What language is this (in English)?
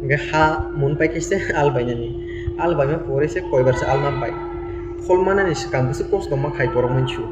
Kok Borok